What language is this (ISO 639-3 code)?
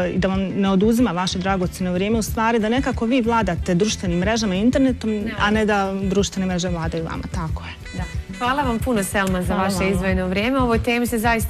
bos